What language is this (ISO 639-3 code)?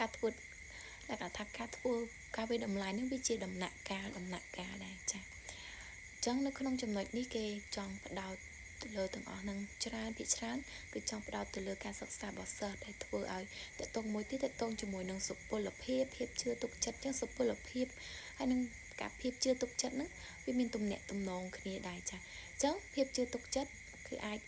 khm